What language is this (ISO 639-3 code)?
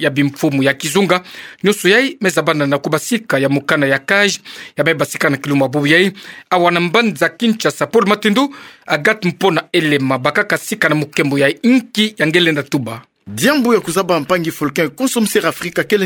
ktu